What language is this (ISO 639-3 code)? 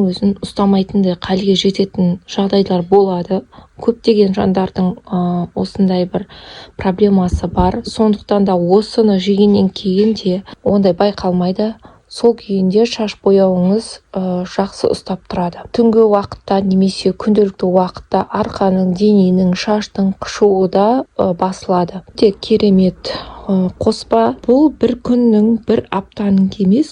kaz